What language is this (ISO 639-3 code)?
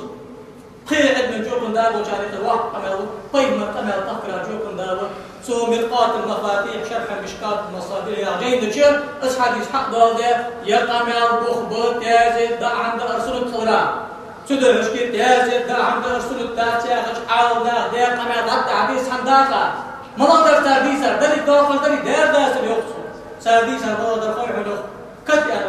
inh